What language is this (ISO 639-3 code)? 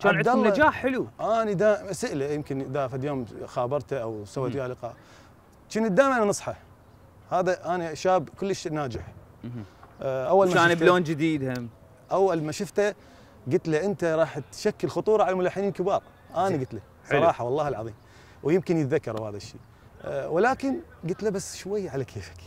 acm